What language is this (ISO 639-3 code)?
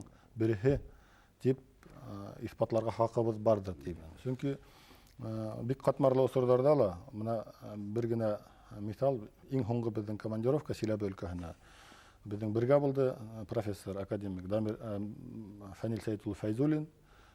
bak